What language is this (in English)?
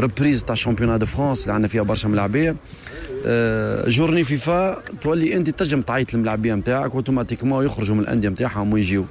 Tunisian Arabic